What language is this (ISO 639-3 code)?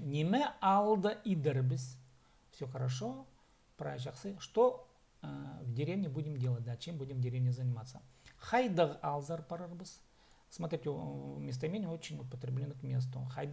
kjh